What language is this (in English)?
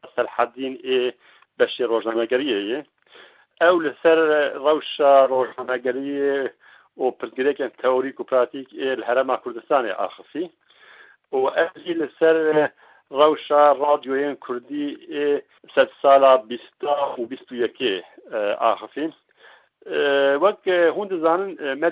Kurdish